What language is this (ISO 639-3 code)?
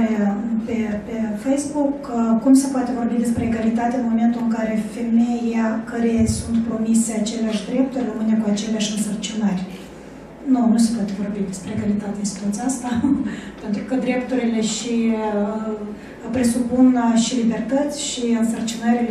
ron